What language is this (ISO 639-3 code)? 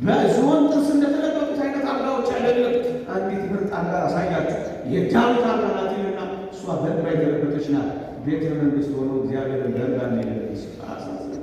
amh